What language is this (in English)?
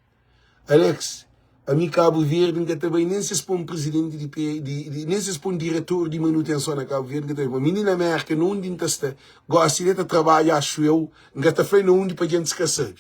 Kabuverdianu